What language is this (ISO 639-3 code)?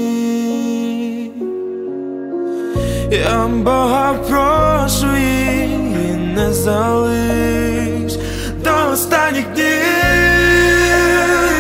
ukr